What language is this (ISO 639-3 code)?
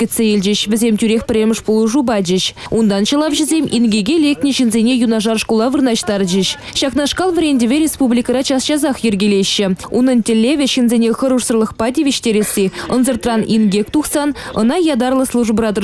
chv